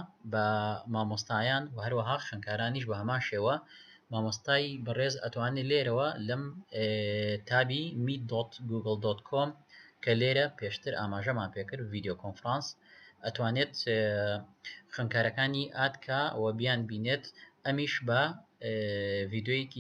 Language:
Central Kurdish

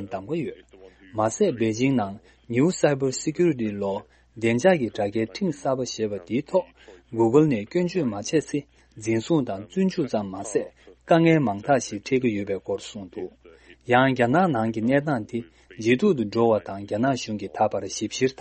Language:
Tibetan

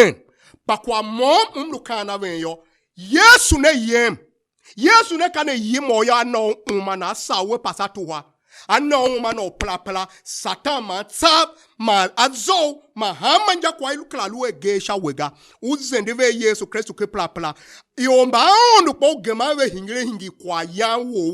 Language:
Tiv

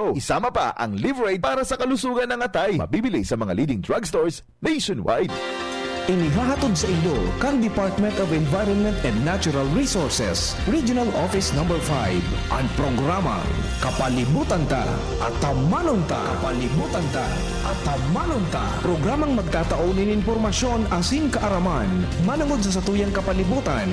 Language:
Bikol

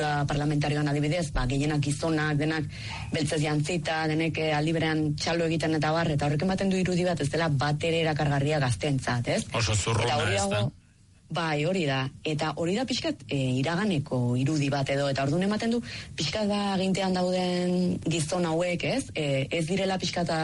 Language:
Basque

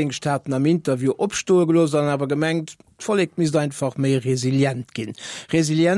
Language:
Luxembourgish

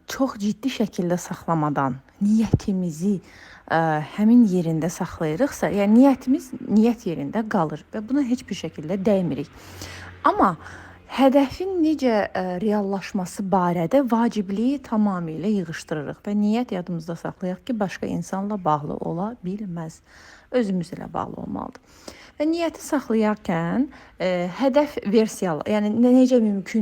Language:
Azerbaijani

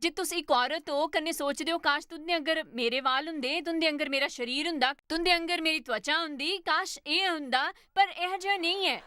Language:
Dogri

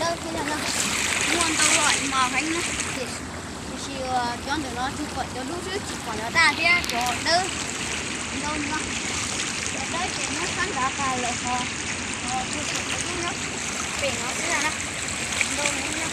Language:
Hmong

